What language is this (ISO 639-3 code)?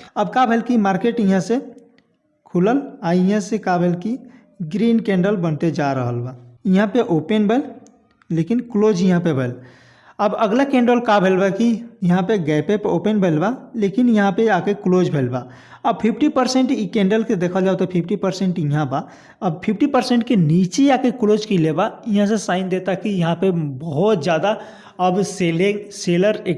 bho